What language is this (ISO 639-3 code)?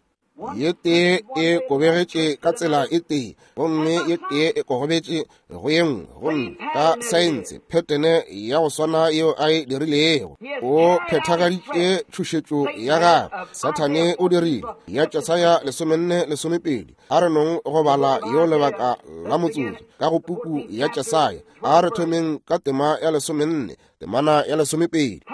nso